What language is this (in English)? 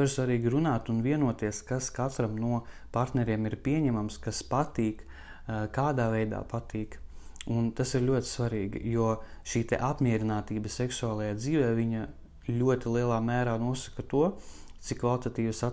Latvian